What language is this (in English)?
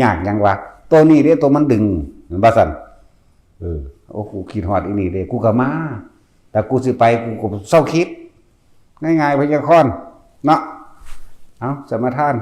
Northeastern Thai